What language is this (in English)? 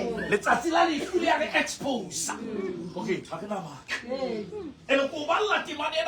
Southern Sotho